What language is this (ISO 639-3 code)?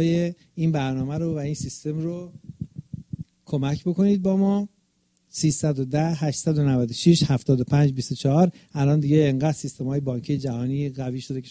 fas